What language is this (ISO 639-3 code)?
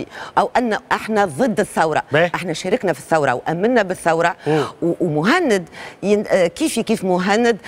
aeb